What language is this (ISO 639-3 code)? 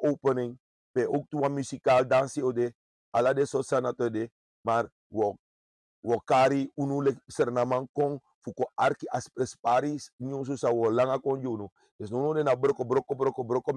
srn